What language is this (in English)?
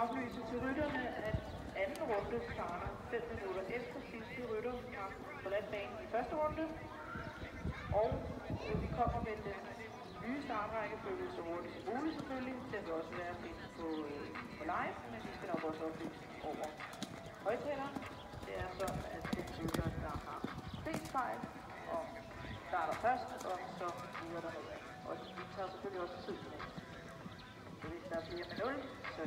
Danish